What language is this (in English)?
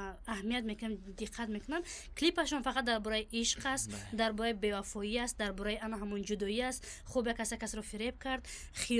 Tajik